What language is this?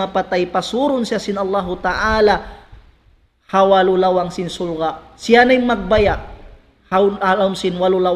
Tausug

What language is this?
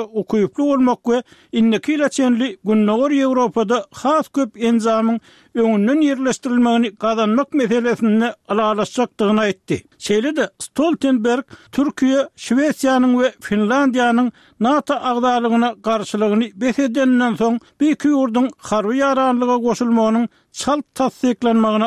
Turkmen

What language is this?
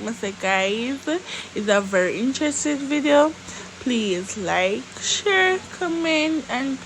Jamaican Creole English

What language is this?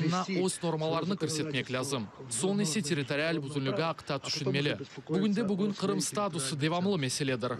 Crimean Tatar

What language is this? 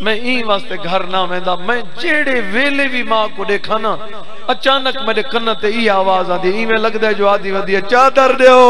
Saraiki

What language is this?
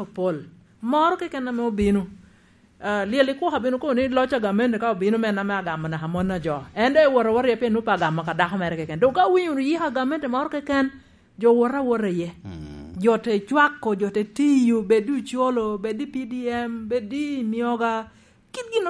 Lango (Uganda)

